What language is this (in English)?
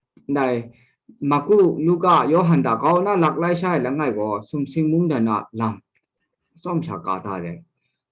Kachin